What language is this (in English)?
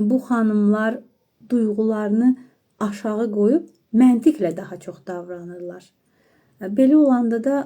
Azerbaijani